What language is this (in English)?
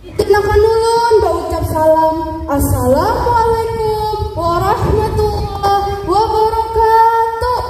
Banjar